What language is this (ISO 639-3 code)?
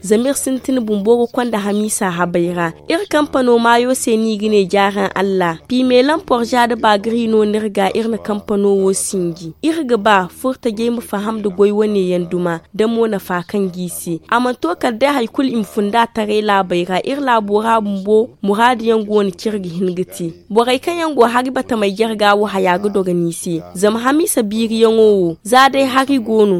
dje